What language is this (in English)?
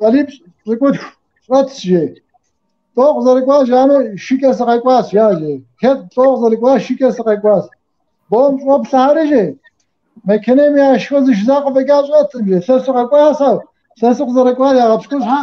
Kabardian